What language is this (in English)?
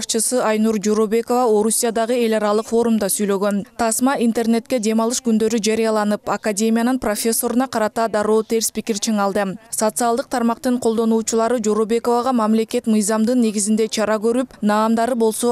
Kyrgyz